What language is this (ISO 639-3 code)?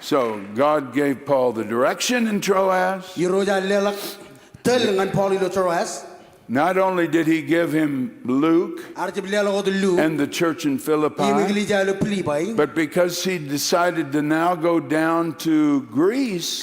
mah